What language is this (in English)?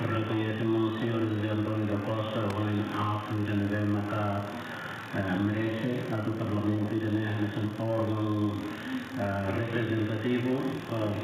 Tetum